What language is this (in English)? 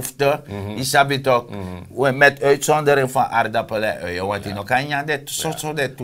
Sranan Tongo